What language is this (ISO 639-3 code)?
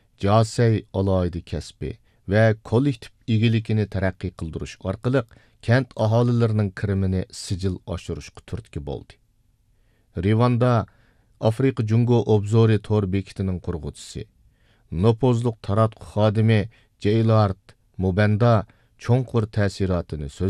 uig